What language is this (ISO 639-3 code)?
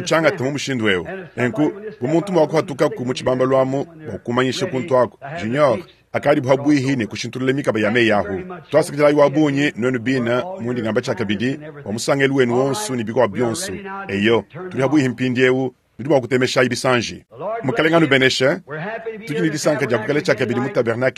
lua